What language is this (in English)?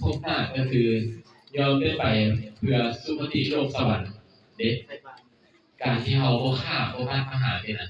Lao